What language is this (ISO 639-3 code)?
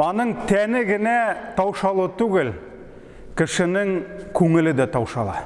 tat